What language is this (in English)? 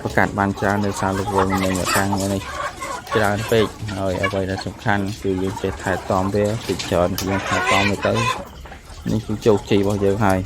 Khmer